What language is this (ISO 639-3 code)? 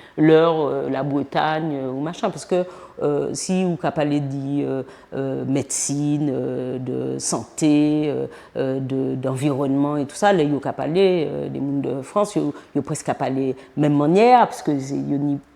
gcf